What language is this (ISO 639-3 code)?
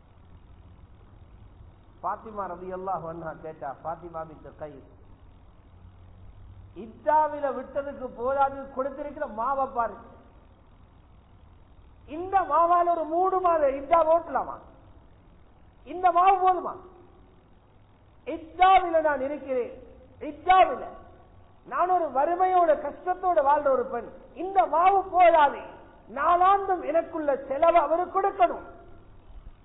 tam